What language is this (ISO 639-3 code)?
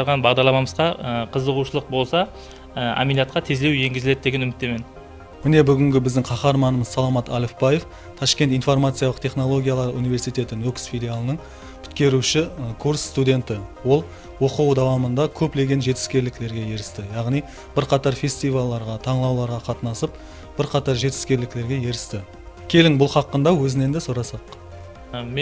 kaa